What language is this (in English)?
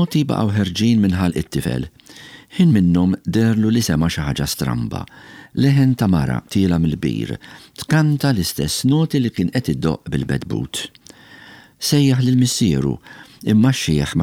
Maltese